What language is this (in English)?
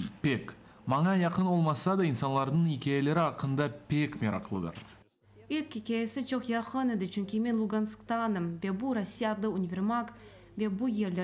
Crimean Tatar